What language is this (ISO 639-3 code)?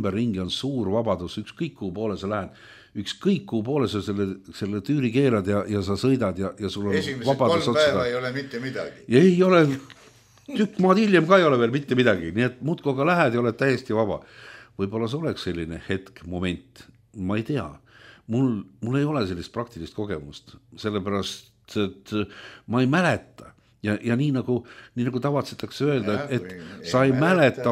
est